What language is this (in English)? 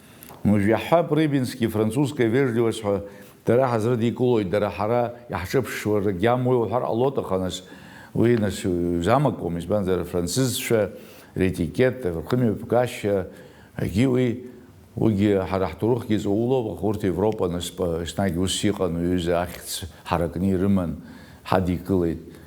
Abkhazian